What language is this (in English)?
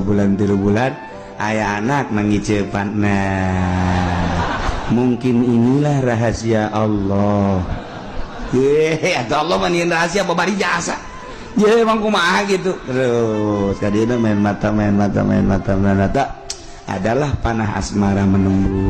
Sundanese